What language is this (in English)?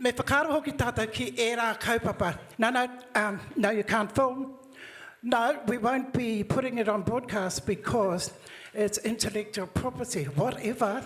Māori